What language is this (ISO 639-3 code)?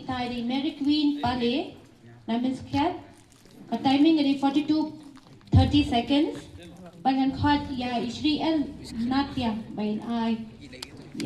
kha